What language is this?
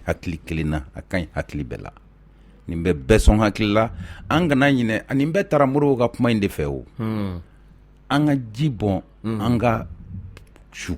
Bambara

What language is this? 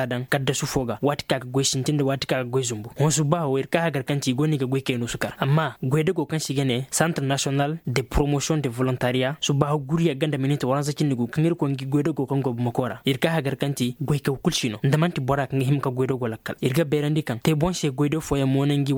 Koyraboro Senni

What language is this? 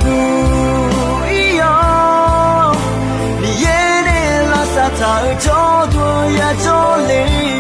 Akha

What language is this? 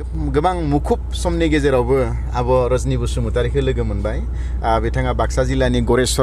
Bodo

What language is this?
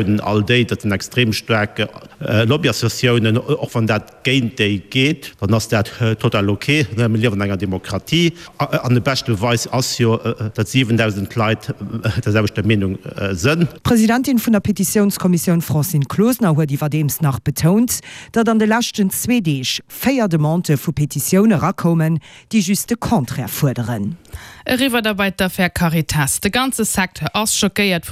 Luxembourgish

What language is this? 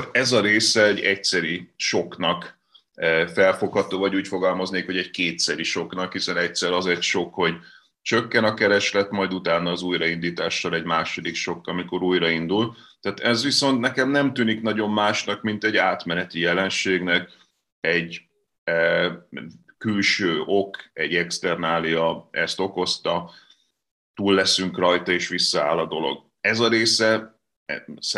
Hungarian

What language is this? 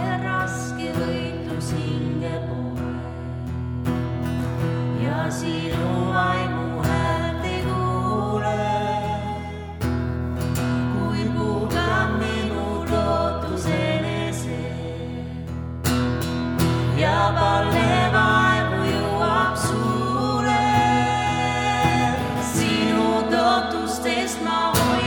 Estonian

